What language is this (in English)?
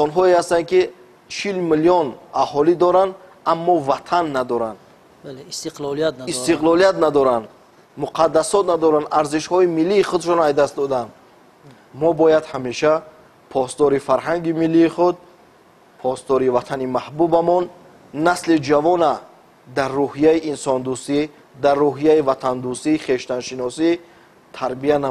Tajik